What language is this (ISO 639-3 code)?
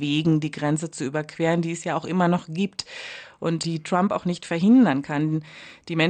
deu